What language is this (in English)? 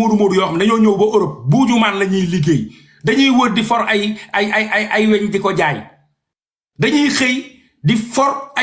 Wolof